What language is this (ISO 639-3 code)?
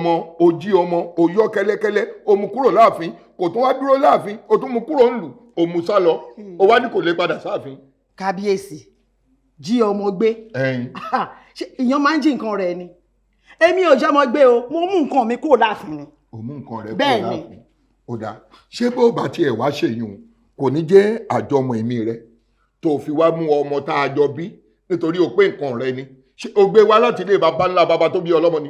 yor